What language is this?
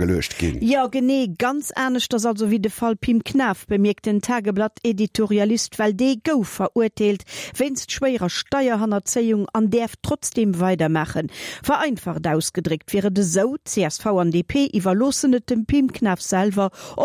Luxembourgish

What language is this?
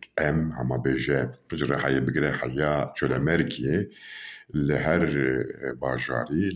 Kurdish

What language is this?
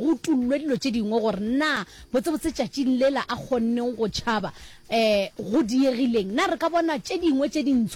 Northern Sotho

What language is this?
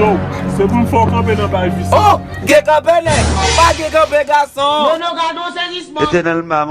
Haitian Creole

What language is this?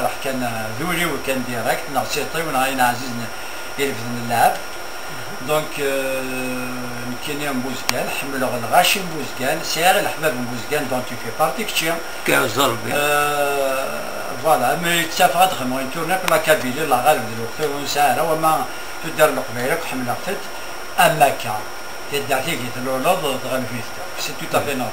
Kabyle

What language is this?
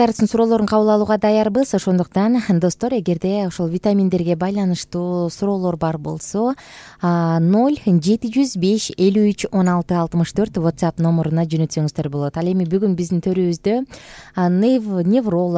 Kyrgyz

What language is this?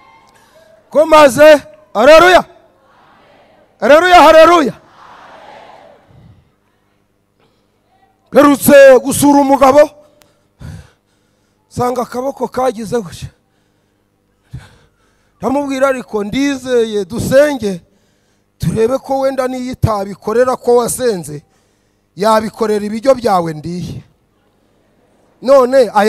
Kinyarwanda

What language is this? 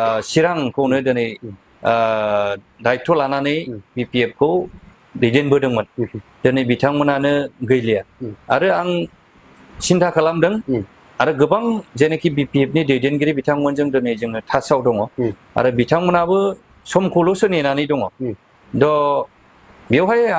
Bodo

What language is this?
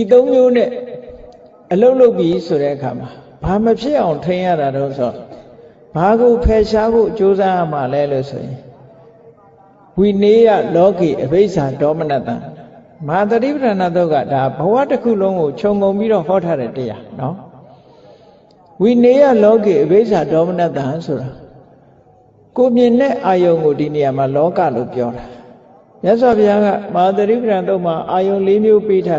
Burmese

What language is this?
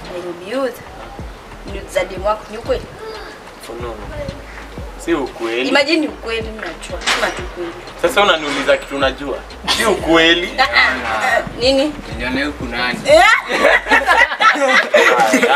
Swahili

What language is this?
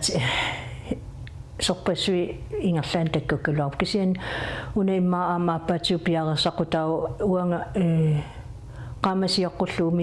Kalaallisut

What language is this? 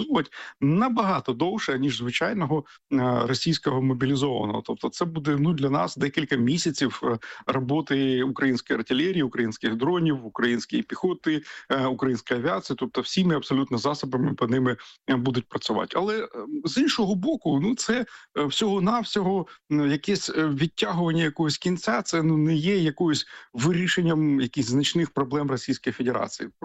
Ukrainian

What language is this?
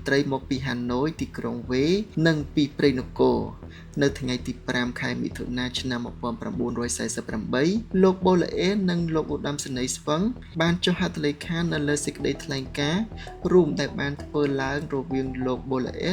Khmer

